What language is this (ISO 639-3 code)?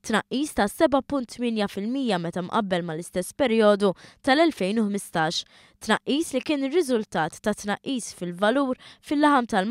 mlt